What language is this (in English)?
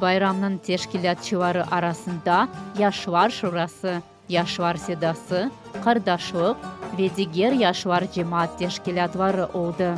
Crimean Tatar